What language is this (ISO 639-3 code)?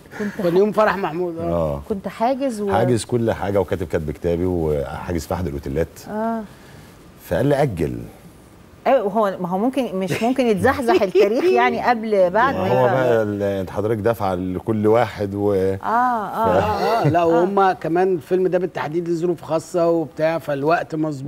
arz